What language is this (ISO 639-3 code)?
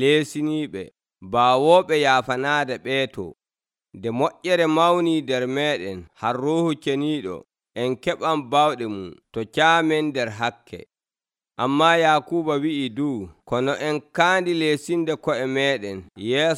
fuv